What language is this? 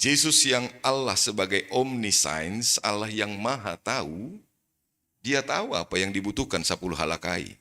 Batak Simalungun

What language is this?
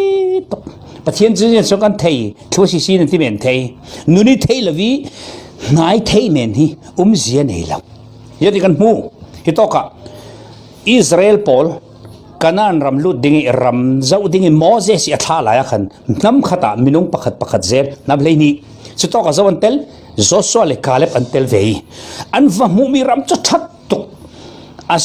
Falam Chin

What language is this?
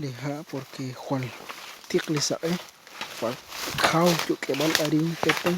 Kekchí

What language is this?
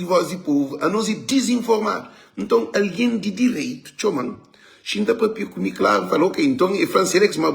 Kabuverdianu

